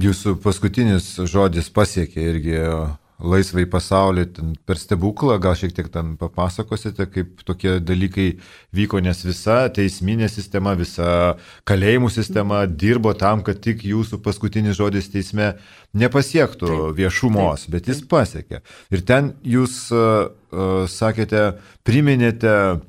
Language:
Lithuanian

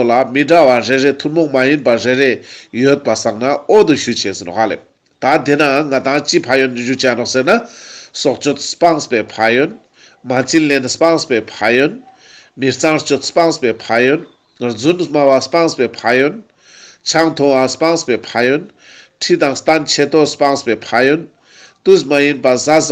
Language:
Ladakhi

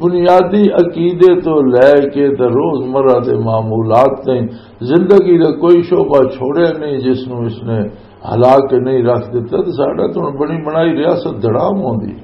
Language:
Western Panjabi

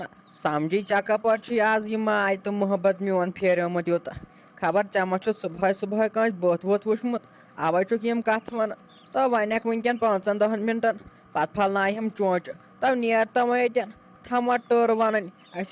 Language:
Kashmiri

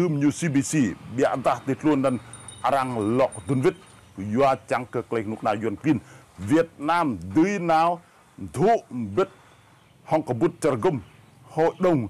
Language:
Rade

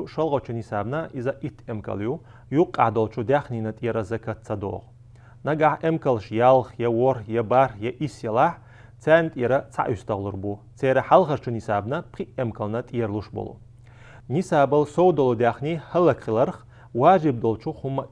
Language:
Chechen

